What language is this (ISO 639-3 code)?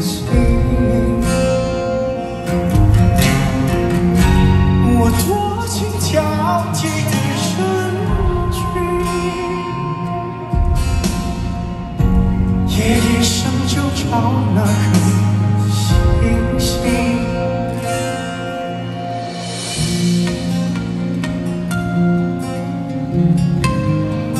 zho